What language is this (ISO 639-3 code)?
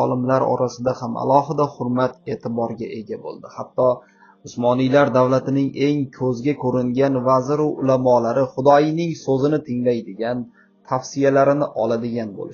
uzb